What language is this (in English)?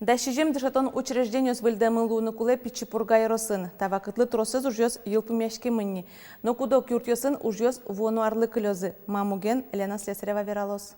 Udmurt